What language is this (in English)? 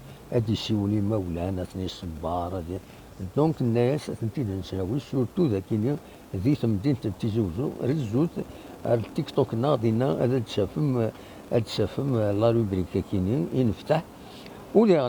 Kabyle